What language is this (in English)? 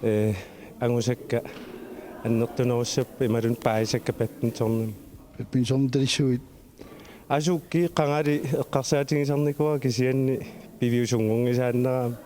Kalaallisut